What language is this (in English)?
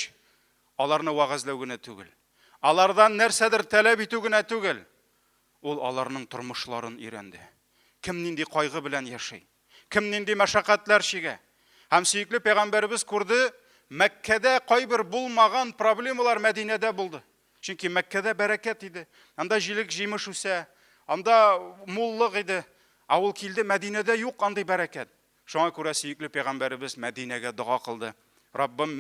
Tatar